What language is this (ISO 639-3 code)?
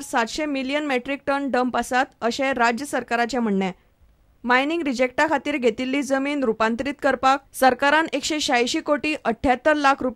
kok